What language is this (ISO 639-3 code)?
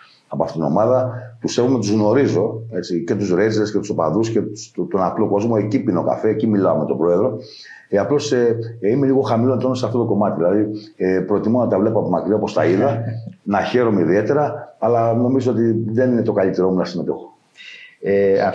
ell